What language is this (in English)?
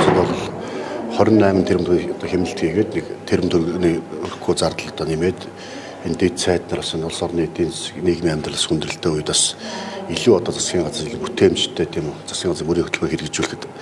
Mongolian